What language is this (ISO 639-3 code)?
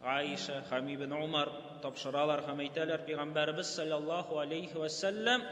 tat